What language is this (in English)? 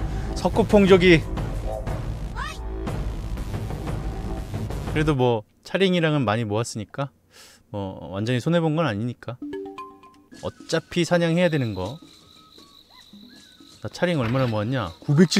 Korean